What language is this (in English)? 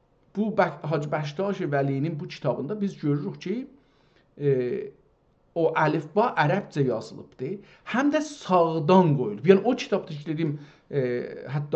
South Azerbaijani